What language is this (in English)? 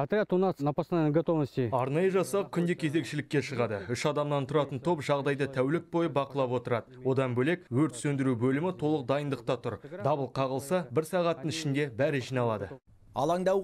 Kazakh